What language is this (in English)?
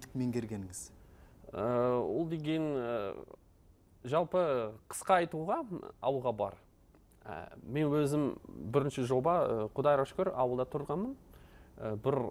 Kazakh